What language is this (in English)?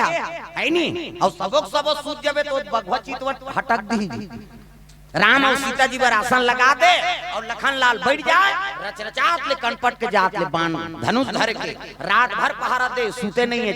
Chhattisgarhi